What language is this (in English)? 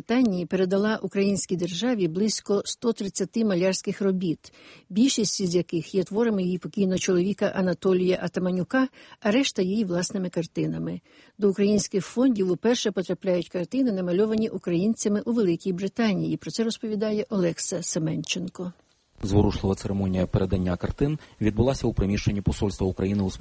Ukrainian